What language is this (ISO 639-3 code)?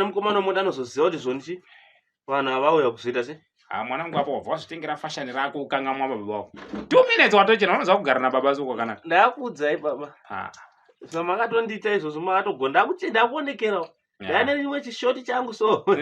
sna